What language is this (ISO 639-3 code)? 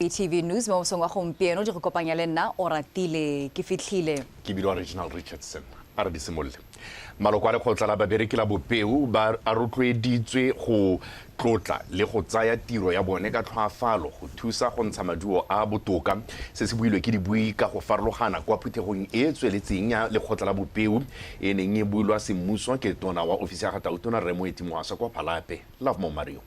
tsn